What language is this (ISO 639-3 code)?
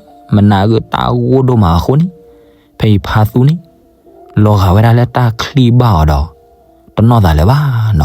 ksw